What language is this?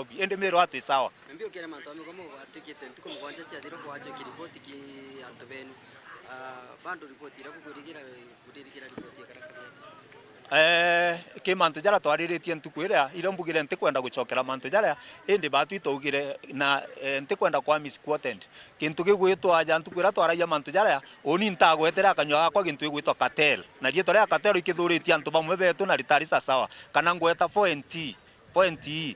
Meru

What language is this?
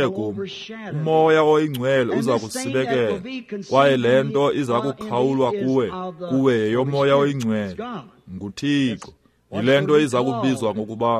Xhosa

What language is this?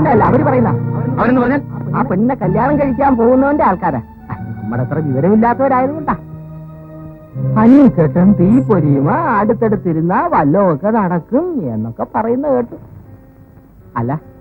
Malayalam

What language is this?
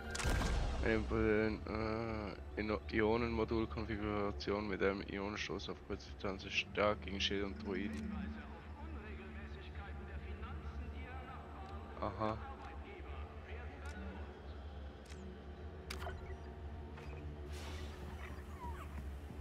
German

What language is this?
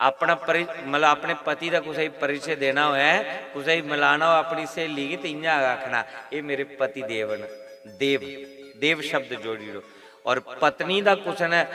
Dogri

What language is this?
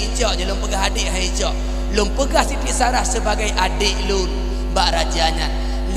Achinese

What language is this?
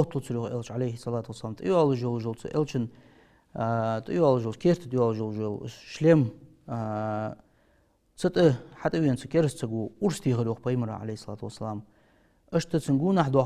Ingush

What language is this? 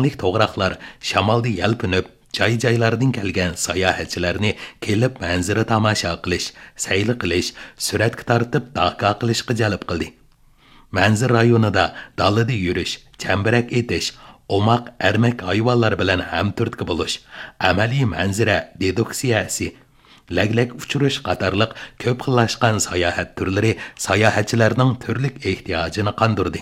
Uyghur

